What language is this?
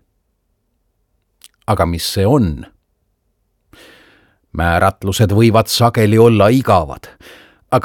Estonian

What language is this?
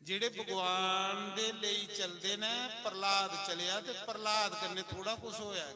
Dogri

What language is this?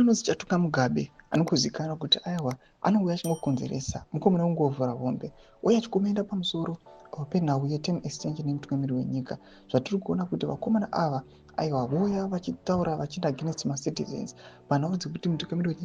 Shona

